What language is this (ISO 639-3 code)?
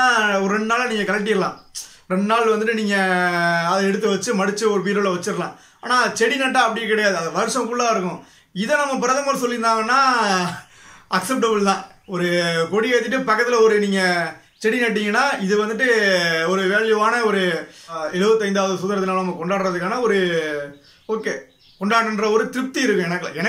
tam